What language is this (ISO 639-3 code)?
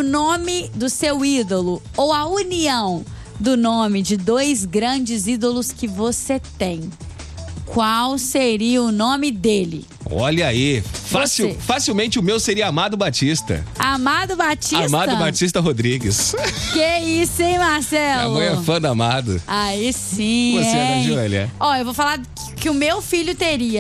por